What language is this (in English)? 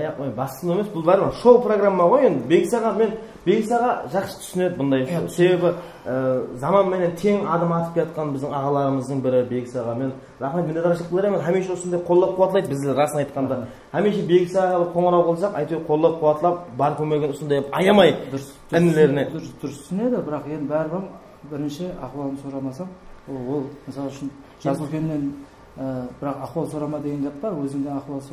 Kara-Kalpak